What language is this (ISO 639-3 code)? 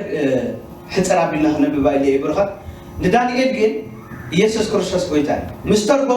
tir